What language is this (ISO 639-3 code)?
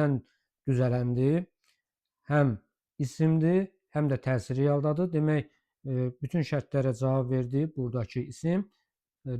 aze